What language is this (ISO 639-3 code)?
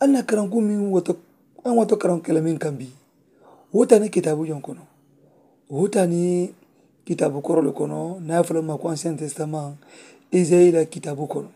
man